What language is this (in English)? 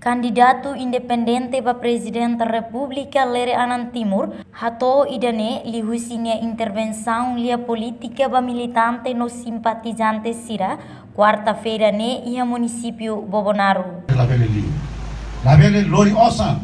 Tetum